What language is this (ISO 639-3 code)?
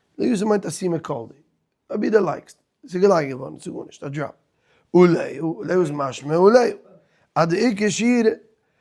yid